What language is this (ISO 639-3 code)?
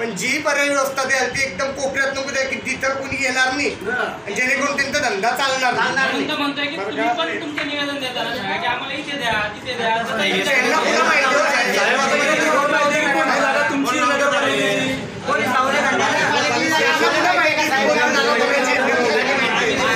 mar